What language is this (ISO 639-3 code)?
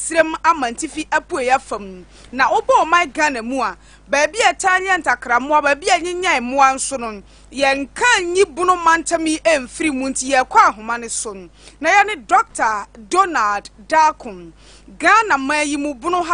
aka